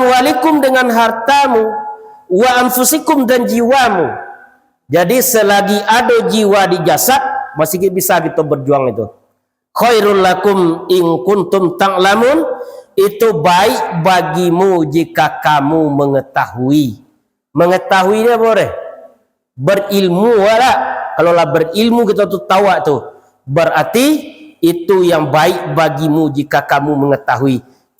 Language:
Minangkabau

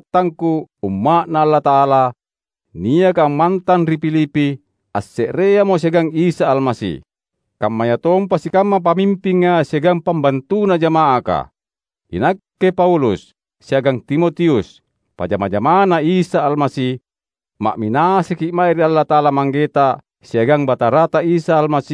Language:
Makasar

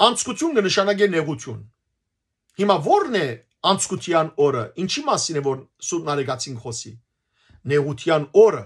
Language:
Western Armenian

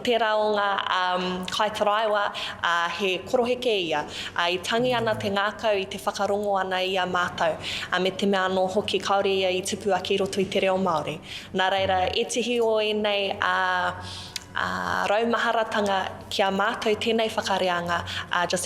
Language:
Māori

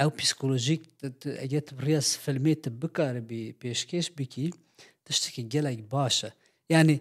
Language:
Kurdish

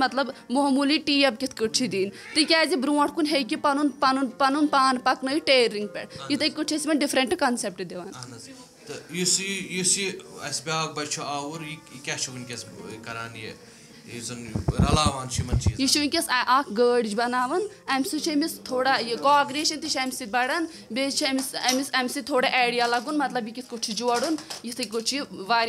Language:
Kashmiri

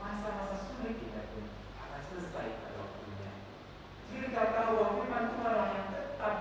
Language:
Batak Karo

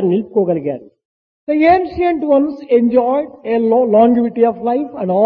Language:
Telugu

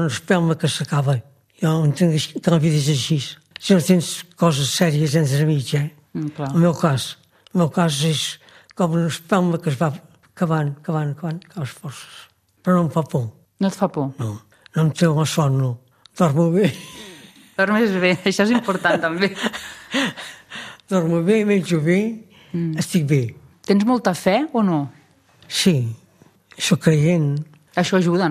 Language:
Catalan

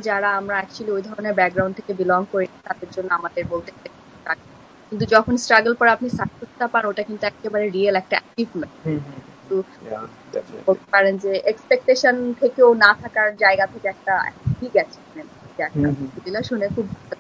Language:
Bangla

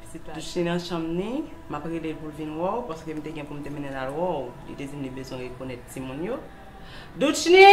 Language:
Haitian Creole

